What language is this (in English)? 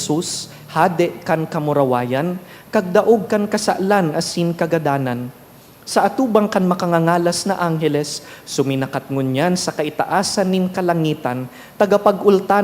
Bikol